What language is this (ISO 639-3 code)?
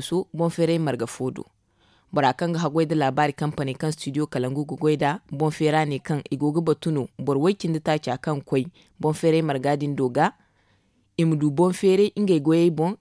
dje